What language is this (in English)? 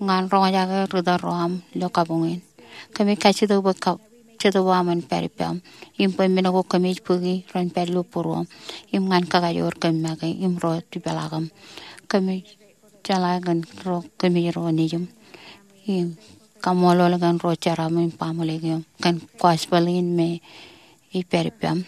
Marshallese